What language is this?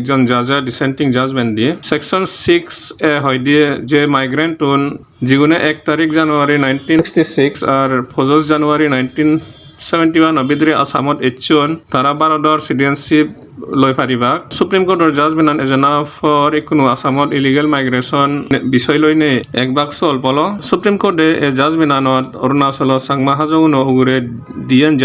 Chakma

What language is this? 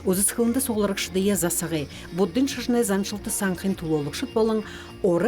Buriat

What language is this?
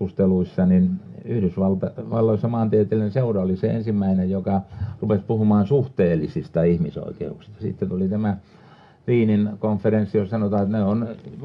Finnish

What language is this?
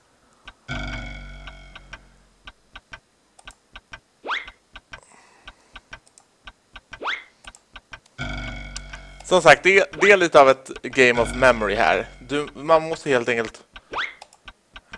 Swedish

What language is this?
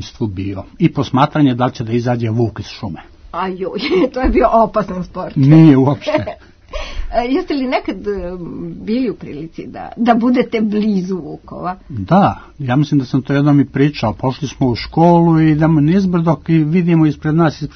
Serbian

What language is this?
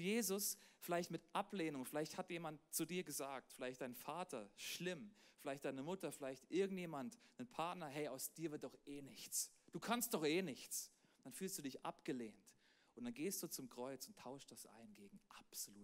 Swiss German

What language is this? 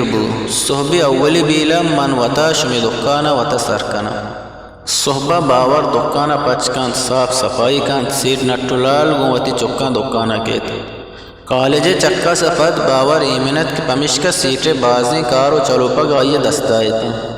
Eastern Balochi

